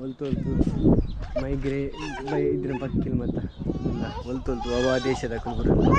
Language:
Tulu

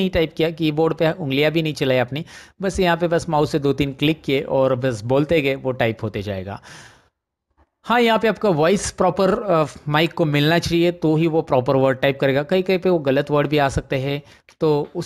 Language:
Hindi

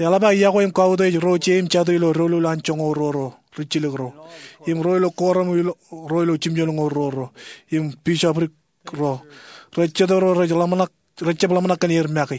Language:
Marshallese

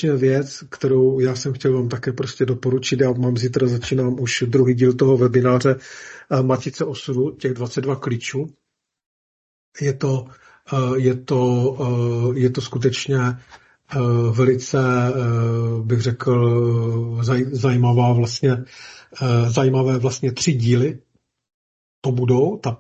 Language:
Czech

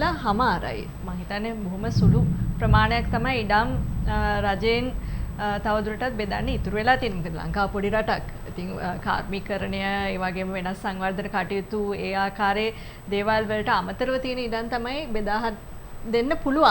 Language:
Sinhala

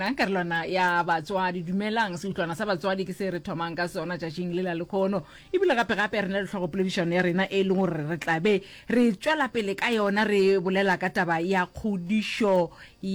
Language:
Northern Sotho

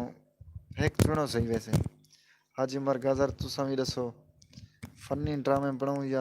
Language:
Saraiki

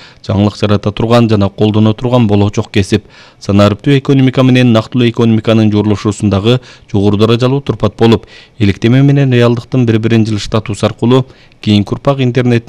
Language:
Kyrgyz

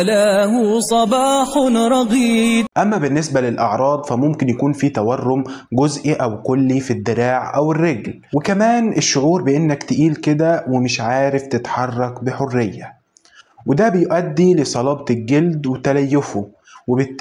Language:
Egyptian Arabic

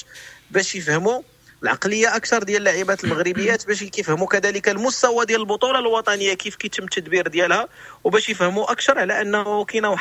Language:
Moroccan Arabic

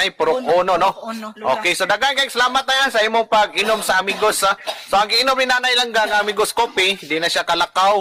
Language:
Cebuano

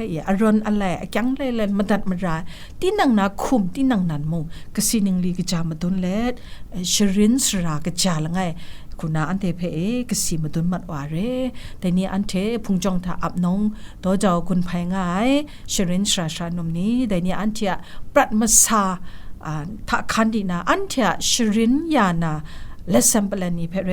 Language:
Kachin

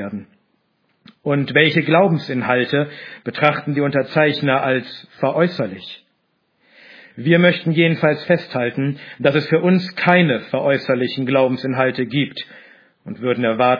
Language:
German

